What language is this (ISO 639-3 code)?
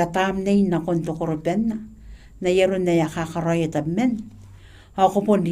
gil